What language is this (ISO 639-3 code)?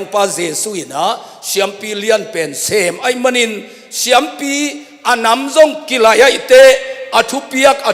ctd